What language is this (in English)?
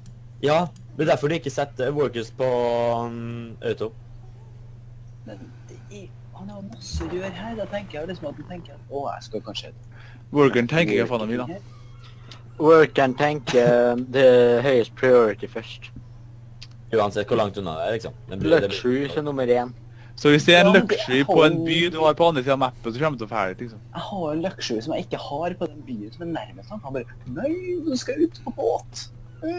Norwegian